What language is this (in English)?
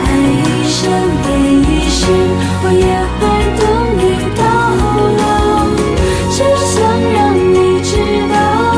Chinese